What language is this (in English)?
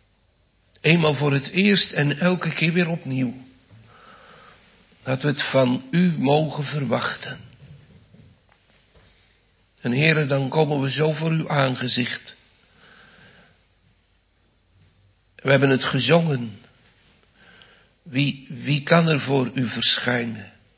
Dutch